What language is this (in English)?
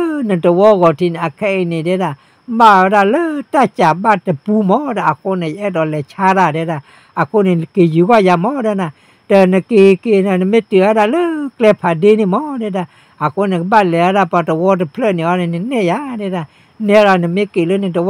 S'gaw Karen